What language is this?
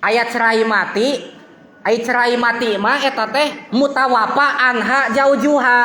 Sundanese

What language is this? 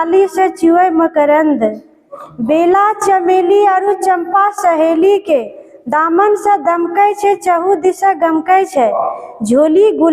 Angika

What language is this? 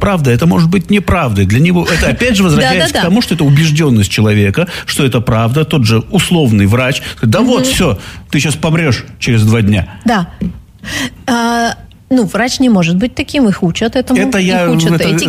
Russian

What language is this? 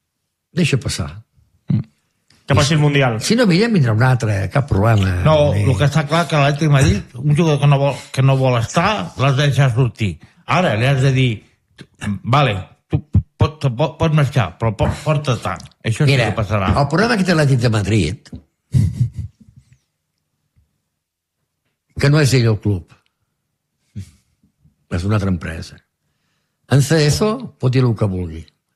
Catalan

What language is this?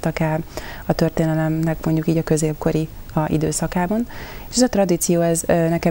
Hungarian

